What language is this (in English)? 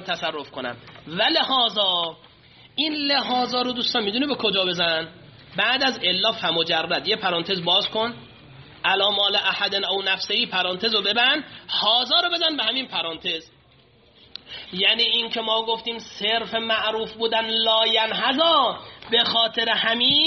Persian